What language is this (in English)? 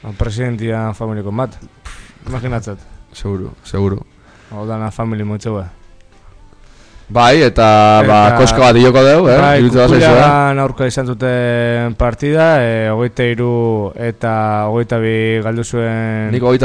Basque